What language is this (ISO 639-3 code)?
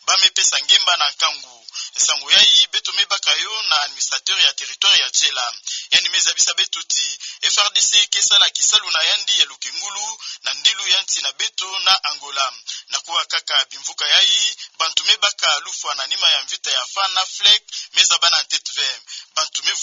ktu